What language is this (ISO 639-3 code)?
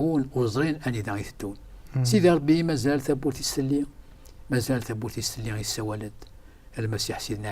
kab